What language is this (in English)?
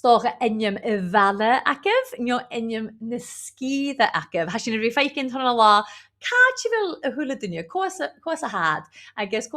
Scottish Gaelic